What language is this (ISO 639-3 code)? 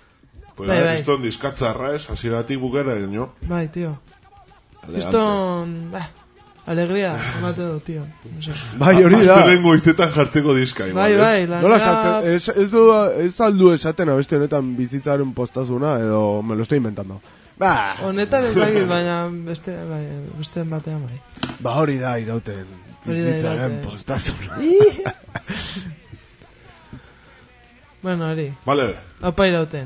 eus